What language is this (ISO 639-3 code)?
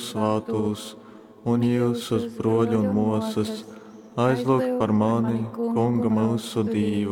ltg